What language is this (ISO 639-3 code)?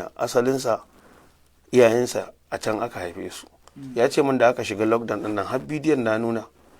hau